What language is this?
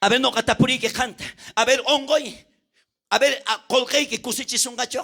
South Bolivian Quechua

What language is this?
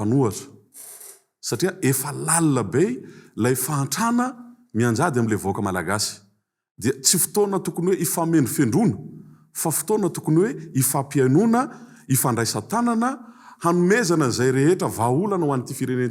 Malagasy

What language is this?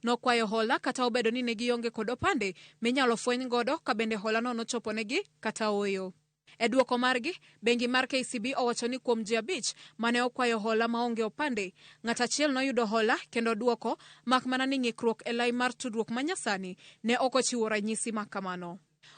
Luo (Kenya and Tanzania)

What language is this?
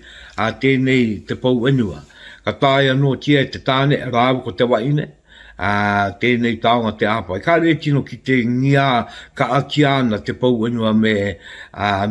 Māori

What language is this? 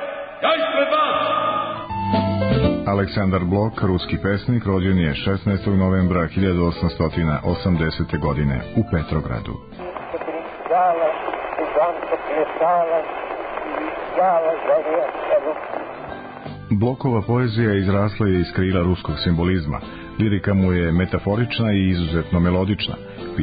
Serbian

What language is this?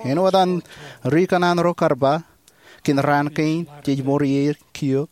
Marshallese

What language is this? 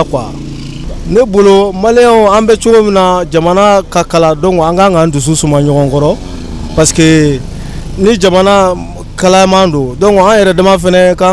Bambara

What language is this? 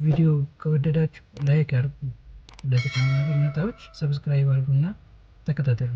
Amharic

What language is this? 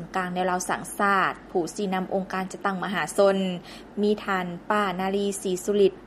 Lao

